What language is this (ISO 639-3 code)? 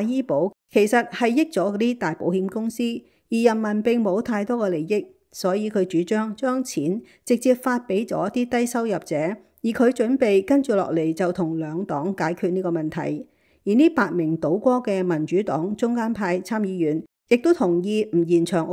yue